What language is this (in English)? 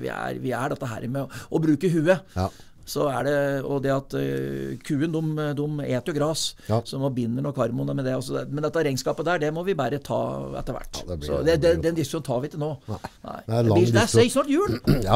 Norwegian